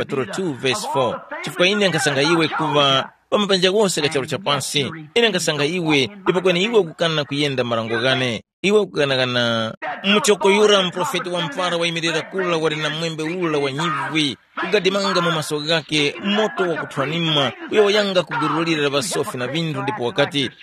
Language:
Tumbuka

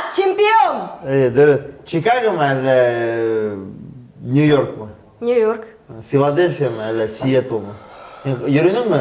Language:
Bashkir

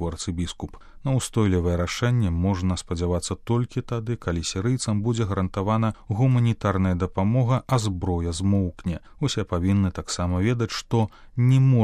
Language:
Belarusian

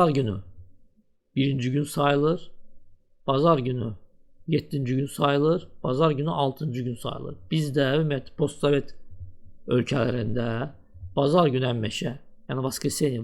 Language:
Azerbaijani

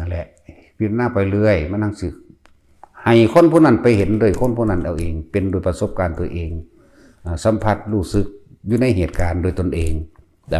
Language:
Northeastern Thai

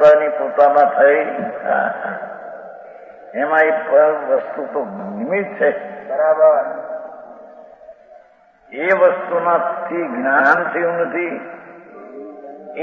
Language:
Gujarati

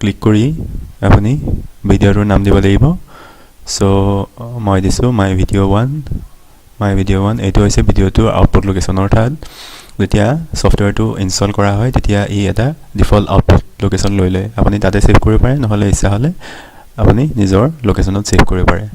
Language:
Assamese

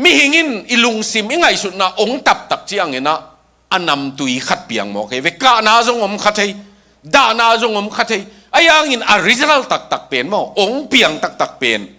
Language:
Tedim Chin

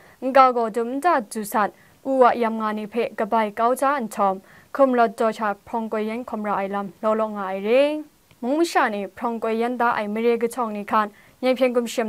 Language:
Kachin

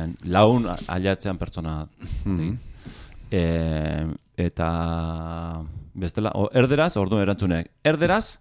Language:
Basque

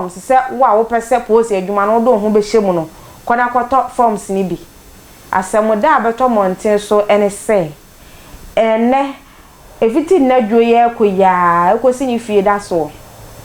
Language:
Akan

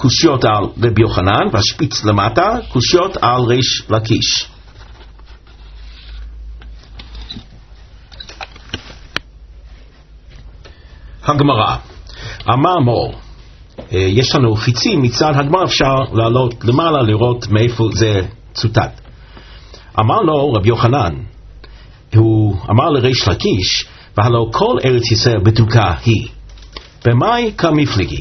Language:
Hebrew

